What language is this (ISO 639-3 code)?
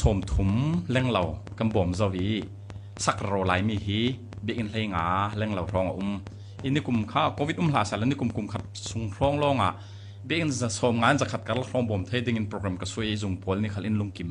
cfm